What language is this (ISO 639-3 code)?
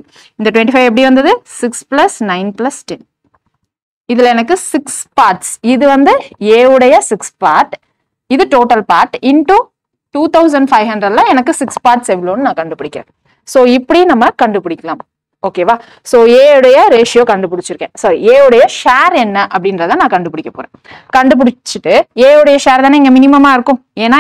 tam